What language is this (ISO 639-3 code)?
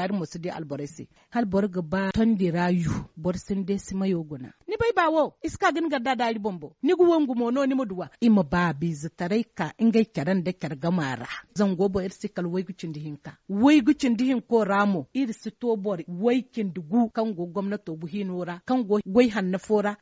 dje